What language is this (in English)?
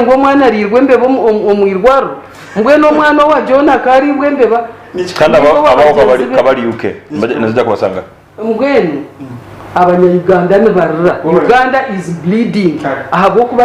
Nyankole